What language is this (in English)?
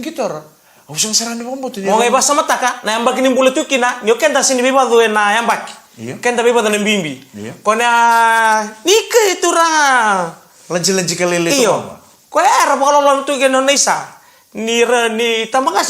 Fijian